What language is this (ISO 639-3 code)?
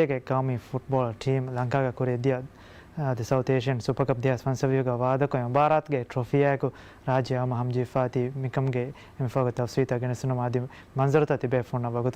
div